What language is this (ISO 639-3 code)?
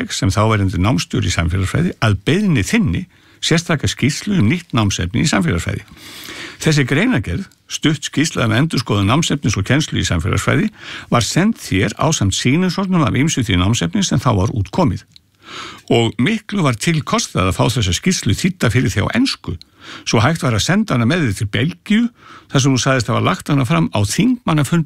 isl